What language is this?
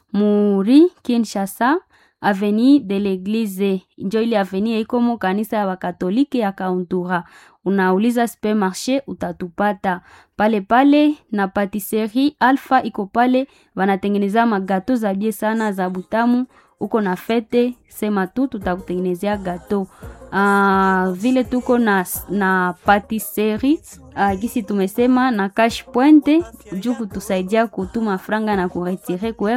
Swahili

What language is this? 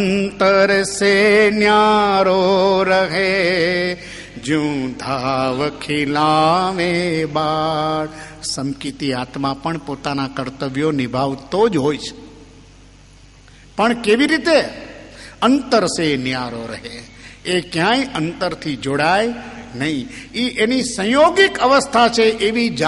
Gujarati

